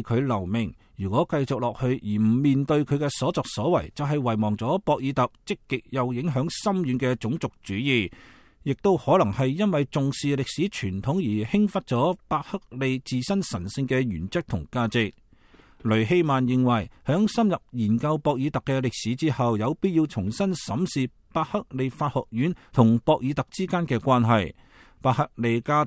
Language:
Cantonese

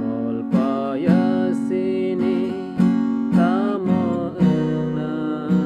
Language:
Kok Borok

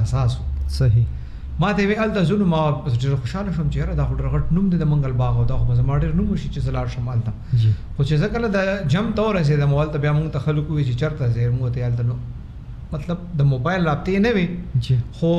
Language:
Pashto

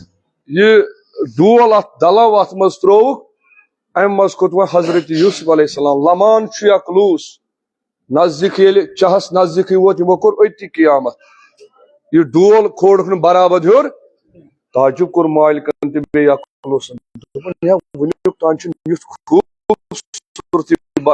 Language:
Kashmiri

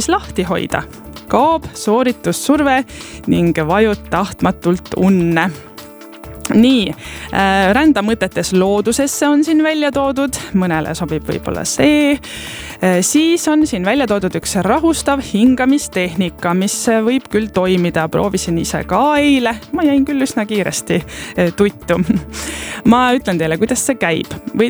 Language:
Estonian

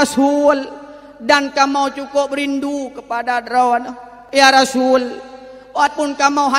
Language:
Achinese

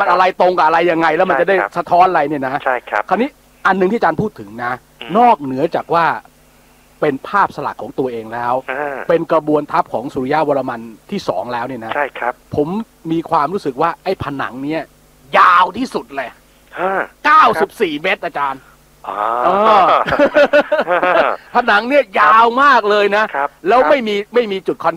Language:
Thai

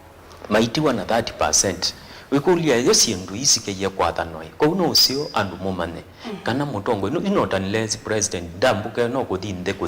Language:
Kamba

